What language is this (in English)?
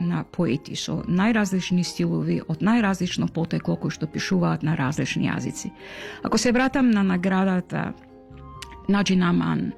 Macedonian